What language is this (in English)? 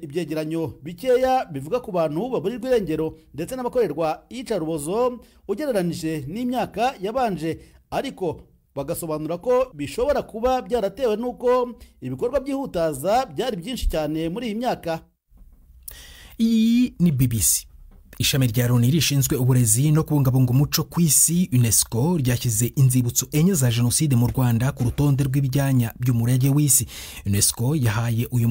Kinyarwanda